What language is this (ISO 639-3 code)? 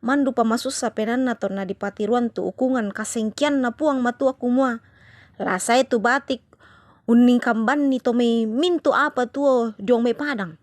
sda